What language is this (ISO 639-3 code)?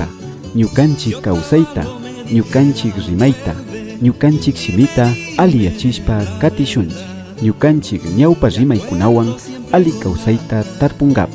qvi